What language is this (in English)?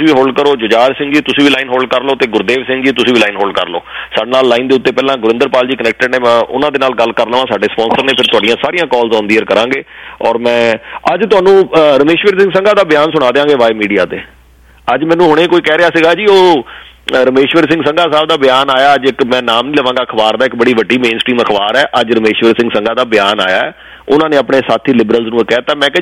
Punjabi